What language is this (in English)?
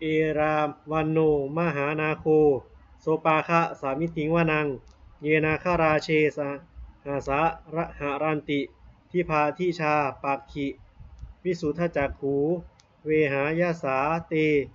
Pali